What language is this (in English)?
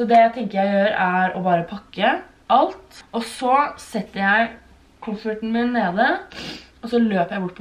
Norwegian